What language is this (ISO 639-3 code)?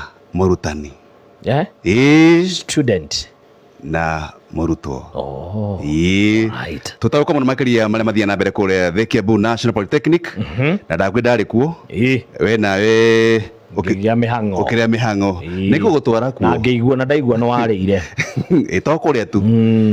kik